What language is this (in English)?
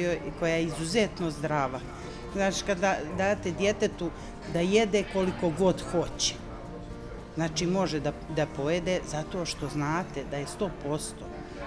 Bosnian